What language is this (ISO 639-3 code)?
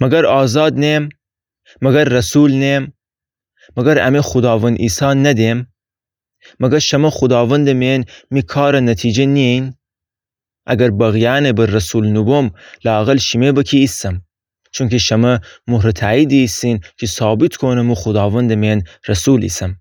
glk